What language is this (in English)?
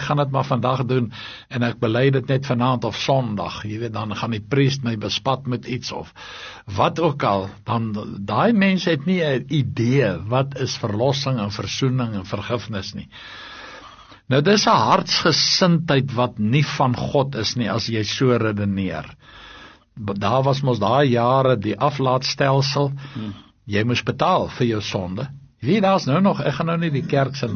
Afrikaans